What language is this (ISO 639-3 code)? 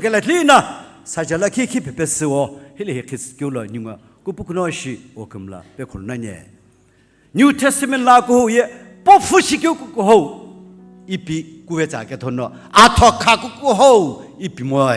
nsm